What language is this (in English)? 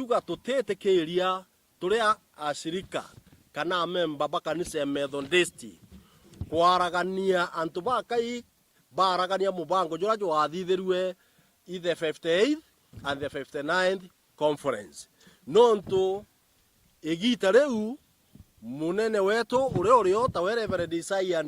Meru